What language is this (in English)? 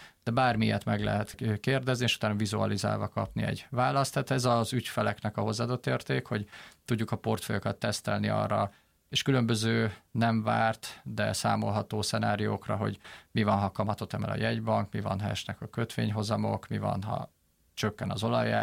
Hungarian